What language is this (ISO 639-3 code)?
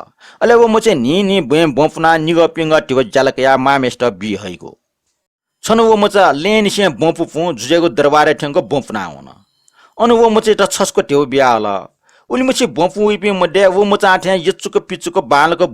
new